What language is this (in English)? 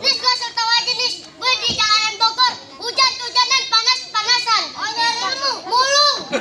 Betawi